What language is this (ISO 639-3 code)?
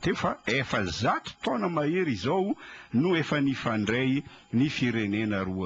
mlg